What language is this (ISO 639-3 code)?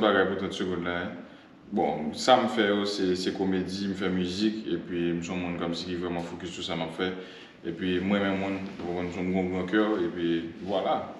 hat